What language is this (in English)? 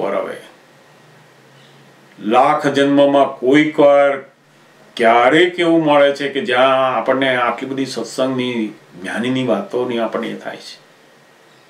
Gujarati